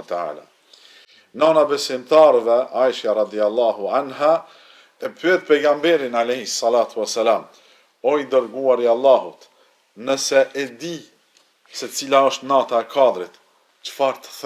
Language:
Albanian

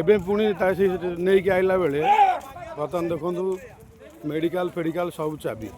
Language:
Odia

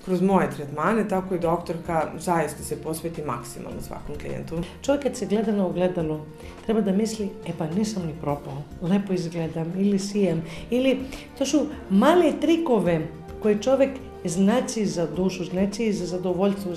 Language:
Serbian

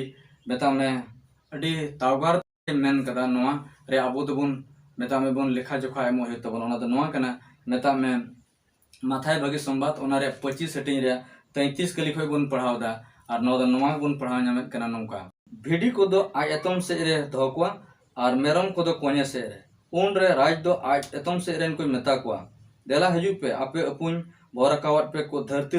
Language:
Santali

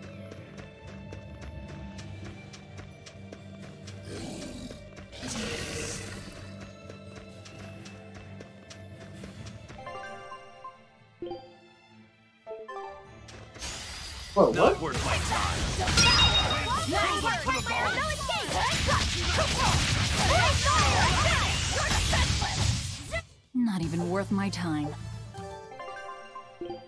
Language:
English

